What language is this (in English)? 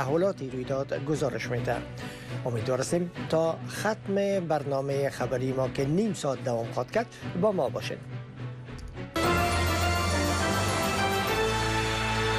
Persian